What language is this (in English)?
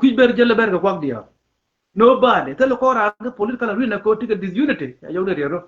Nuer